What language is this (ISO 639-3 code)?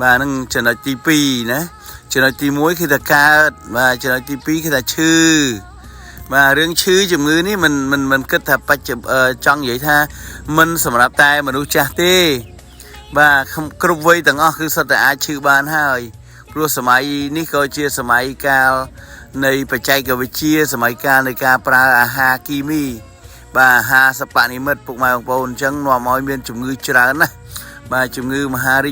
khm